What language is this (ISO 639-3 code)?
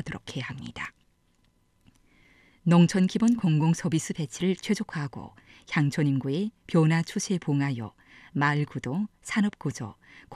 kor